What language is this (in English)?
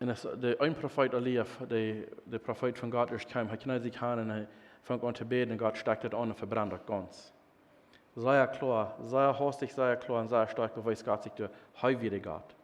Plautdietsch